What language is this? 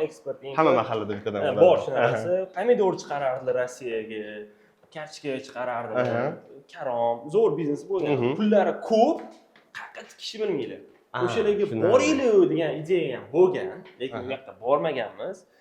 Uzbek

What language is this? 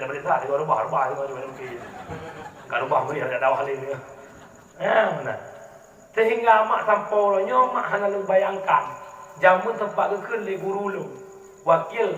Achinese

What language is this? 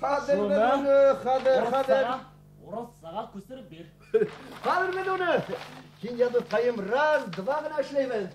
Bashkir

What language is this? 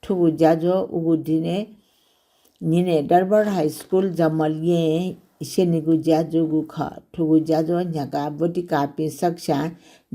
Newari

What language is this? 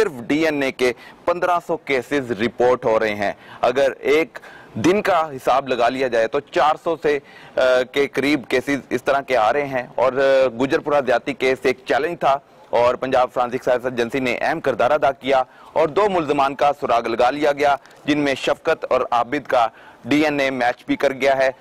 Urdu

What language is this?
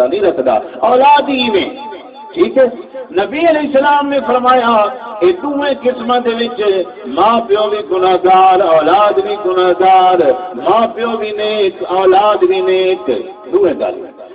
Saraiki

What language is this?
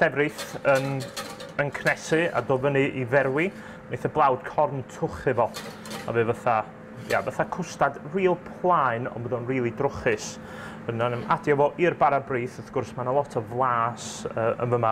Welsh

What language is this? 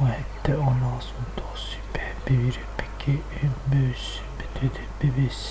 Yakut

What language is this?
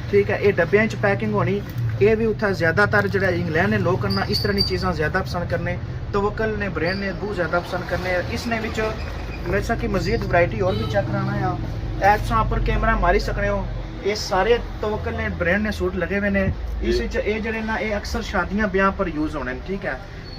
Pahari-Potwari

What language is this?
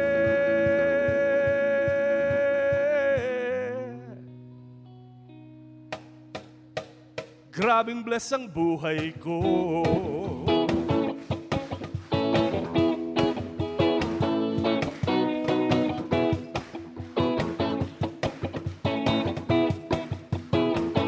Filipino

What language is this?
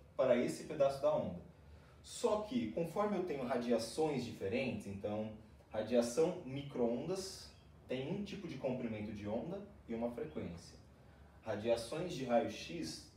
Portuguese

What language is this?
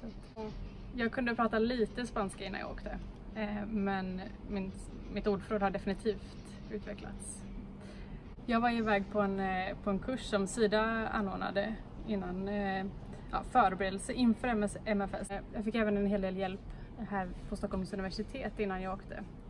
Swedish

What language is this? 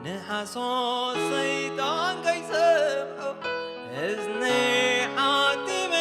Tigrinya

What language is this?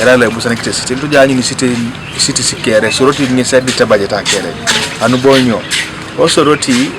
Teso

